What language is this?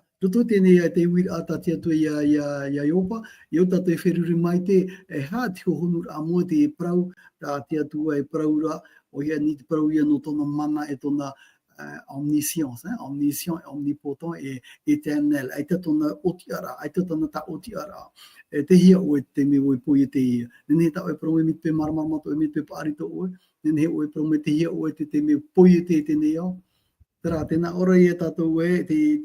Tahitian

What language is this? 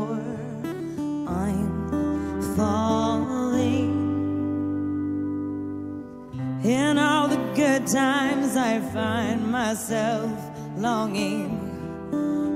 English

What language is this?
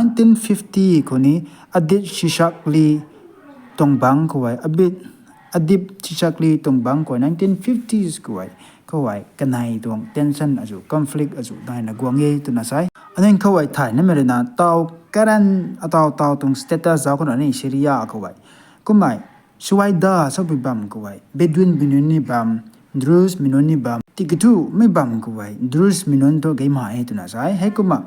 Rongmei Naga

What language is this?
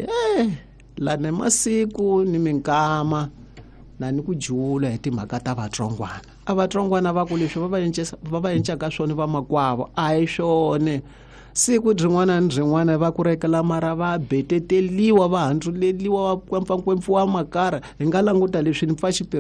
Tsonga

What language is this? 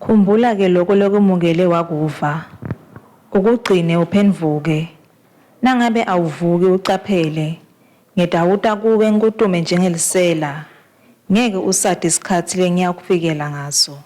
Swati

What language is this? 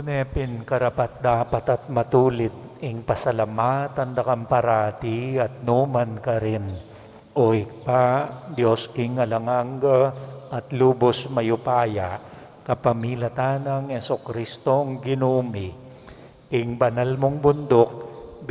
Pampanga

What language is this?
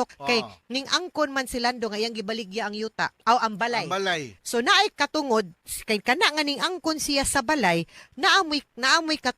Cebuano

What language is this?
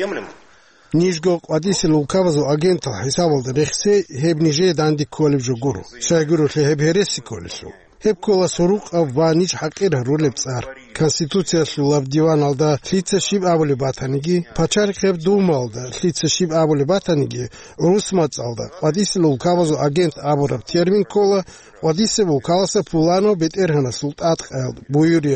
Avaric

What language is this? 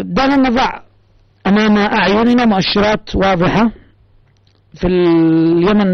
Arabic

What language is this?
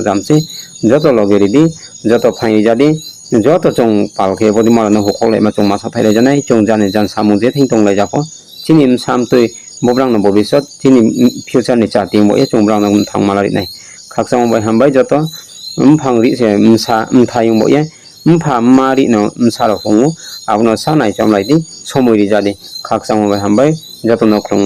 Riang (India)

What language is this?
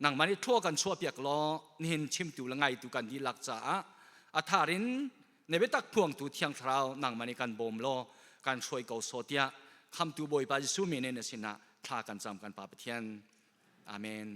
Hakha Chin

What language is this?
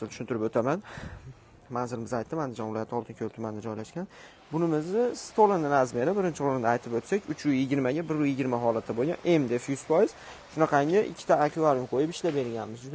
Uzbek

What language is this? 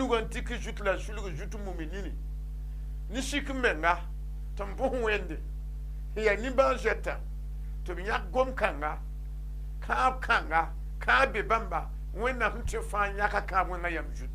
Mossi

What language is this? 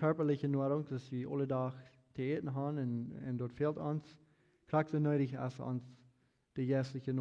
Plautdietsch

